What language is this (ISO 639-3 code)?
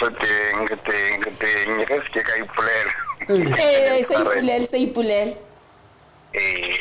sot